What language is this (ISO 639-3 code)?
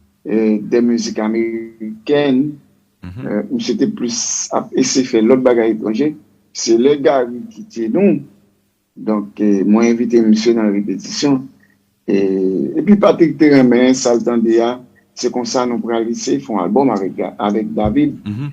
hat